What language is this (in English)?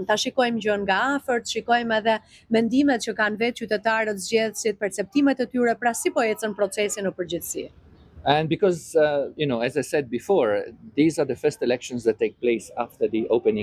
Albanian